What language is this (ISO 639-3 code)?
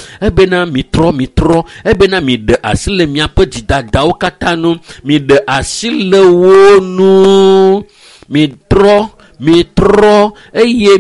ewe